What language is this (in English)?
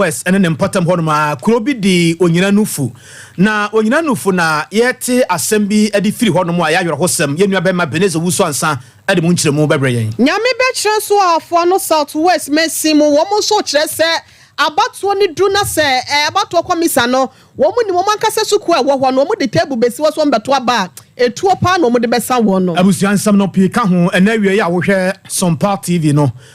Akan